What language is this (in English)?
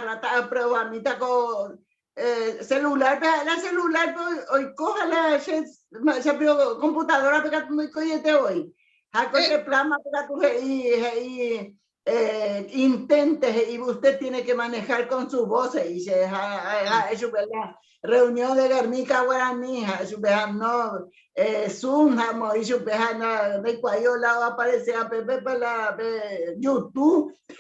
Guarani